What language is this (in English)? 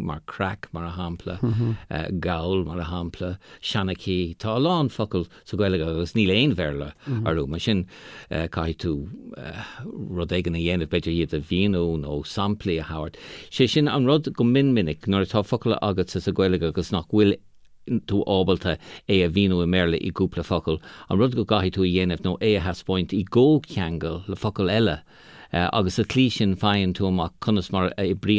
Irish